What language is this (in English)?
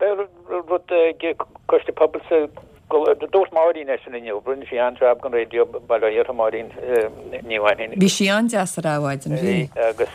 Irish